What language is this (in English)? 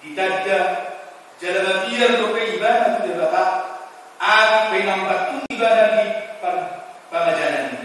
Batak Toba